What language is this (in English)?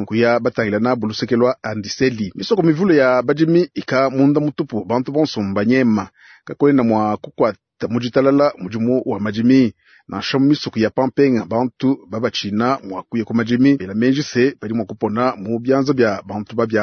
Luba-Lulua